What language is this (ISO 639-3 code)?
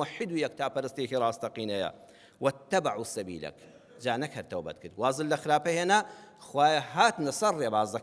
ckb